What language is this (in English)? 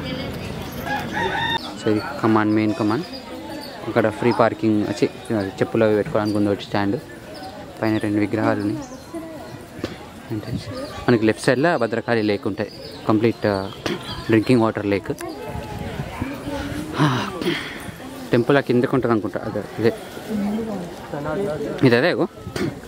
Telugu